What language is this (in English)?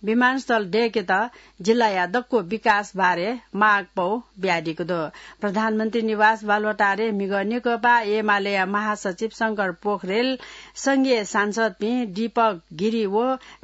Newari